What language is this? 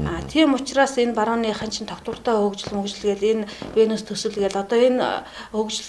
Mongolian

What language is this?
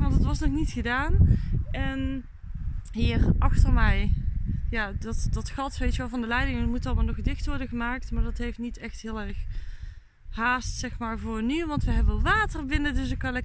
Dutch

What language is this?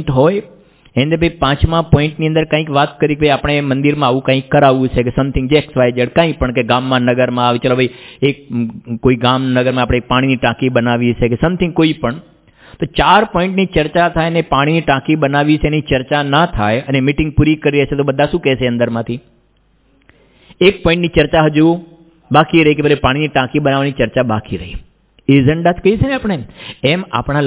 Gujarati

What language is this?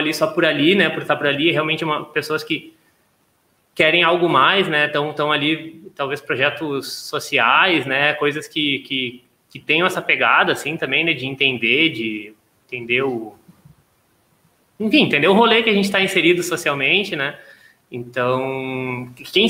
Portuguese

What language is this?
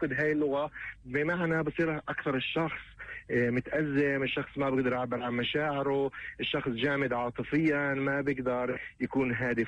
North Levantine Arabic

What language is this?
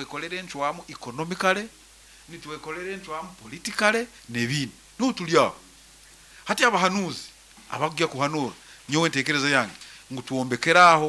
Nyankole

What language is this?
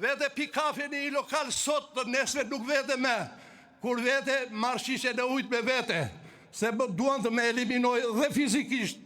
Albanian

